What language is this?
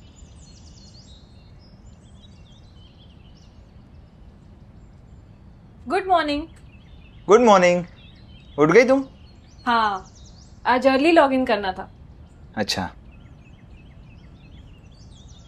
Hindi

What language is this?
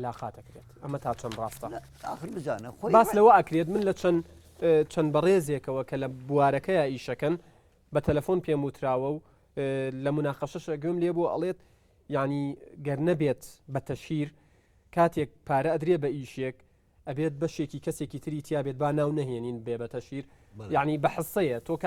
Central Kurdish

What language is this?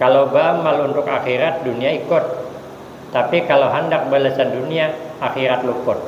Banjar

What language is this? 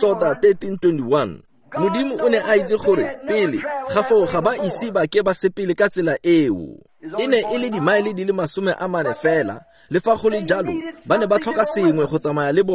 Tswana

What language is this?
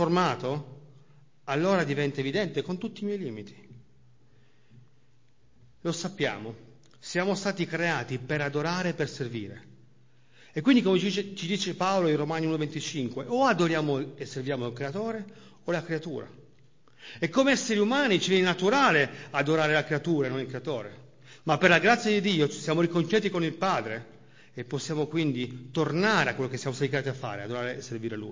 Italian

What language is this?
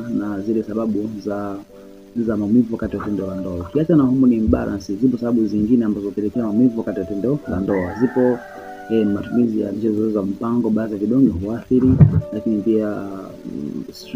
Swahili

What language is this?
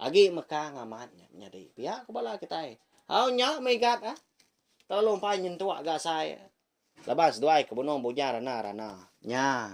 Iban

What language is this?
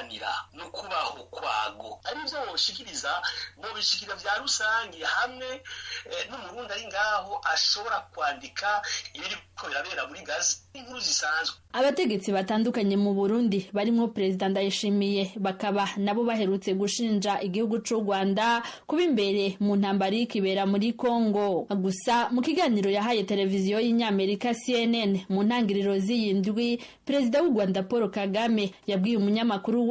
Rundi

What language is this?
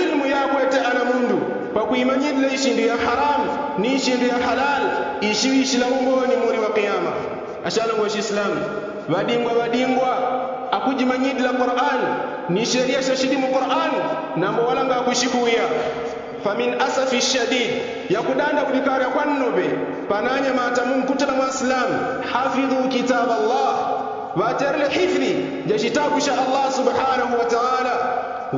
Yao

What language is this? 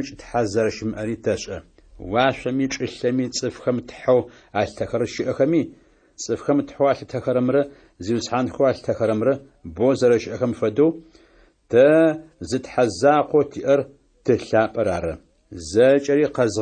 Adyghe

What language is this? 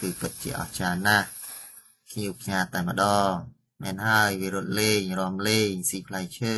Khmer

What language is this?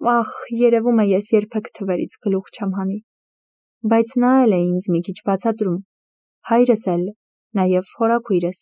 Armenian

